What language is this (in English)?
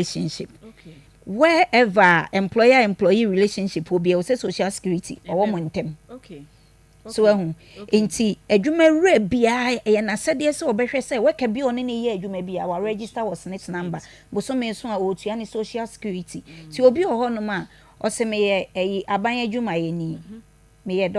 Akan